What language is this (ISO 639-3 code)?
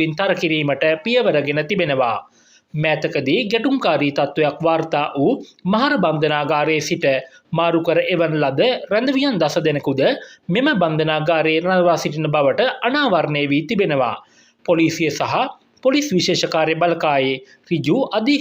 sin